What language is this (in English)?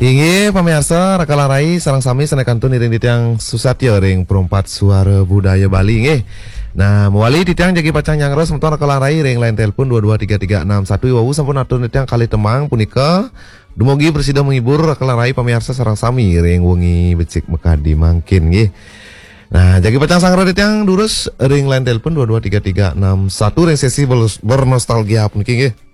Balinese